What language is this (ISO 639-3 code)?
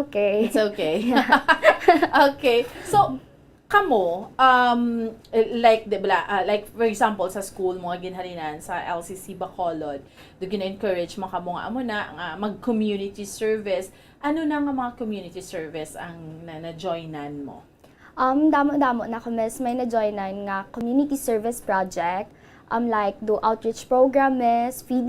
hil